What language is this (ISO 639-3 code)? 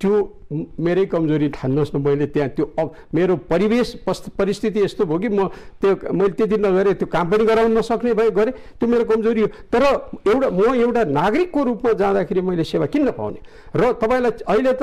nep